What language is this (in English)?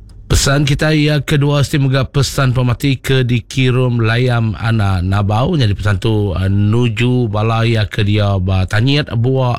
Iban